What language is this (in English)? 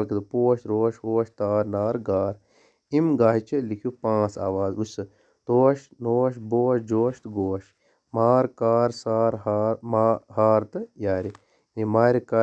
Kashmiri